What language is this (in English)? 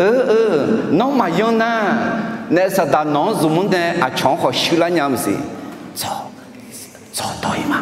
Akha